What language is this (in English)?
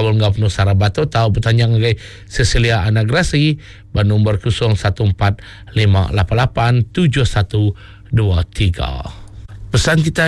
Iban